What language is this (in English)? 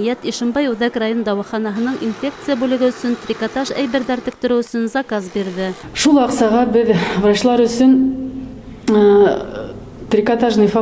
Bashkir